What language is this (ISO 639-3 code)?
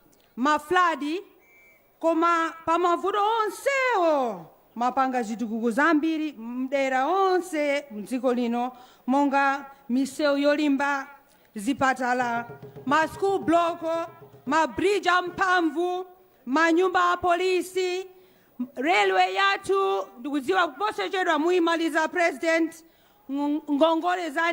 nya